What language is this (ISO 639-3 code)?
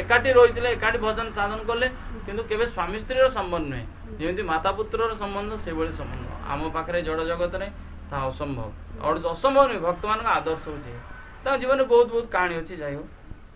ori